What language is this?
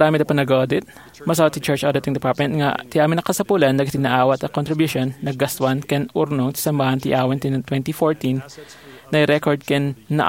Iloko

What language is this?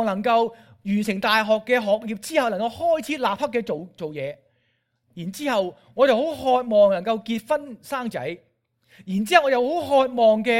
Cantonese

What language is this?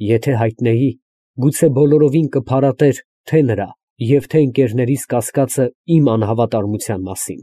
Armenian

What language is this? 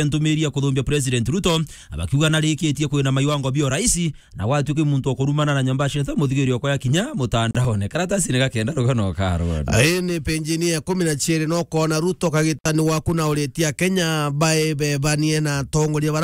Meru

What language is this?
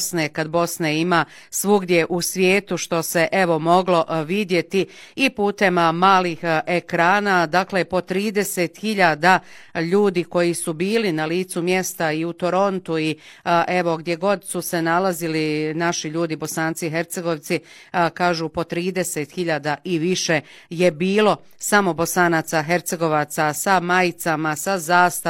Bosnian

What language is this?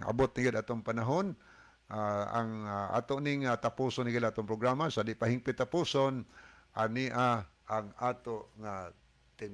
Cebuano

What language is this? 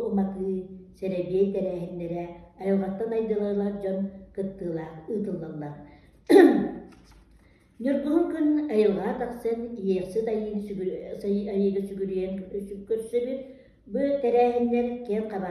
Yakut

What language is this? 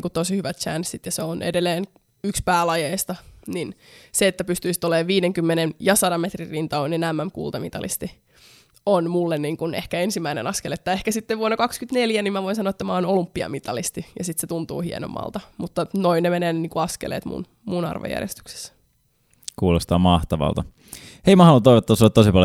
Finnish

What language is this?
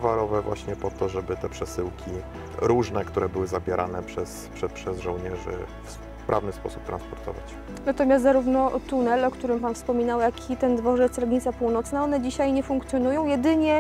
Polish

